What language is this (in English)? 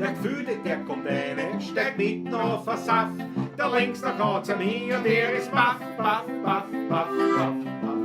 Bavarian